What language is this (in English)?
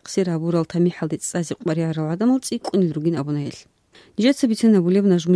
Avaric